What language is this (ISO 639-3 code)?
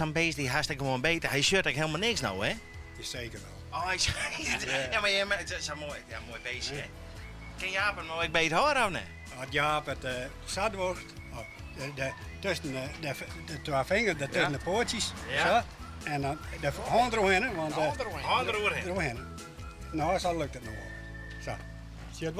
fry